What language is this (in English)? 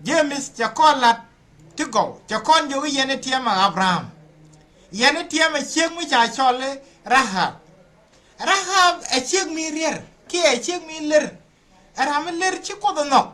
Nuer